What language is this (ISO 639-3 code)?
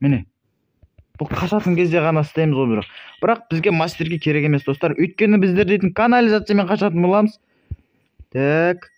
kaz